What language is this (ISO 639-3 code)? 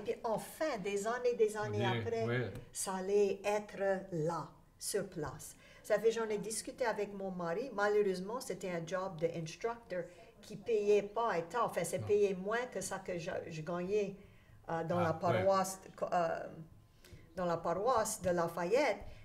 fra